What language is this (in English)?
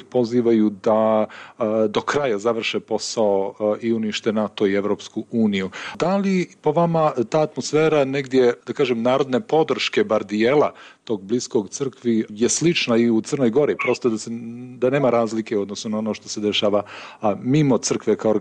Serbian